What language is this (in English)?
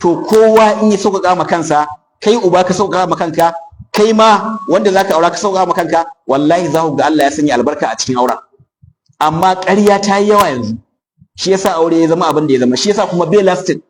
Hausa